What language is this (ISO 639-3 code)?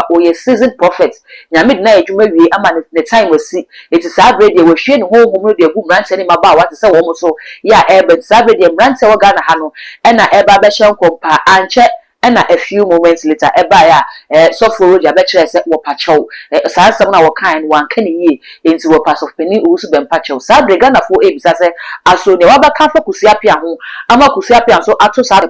aka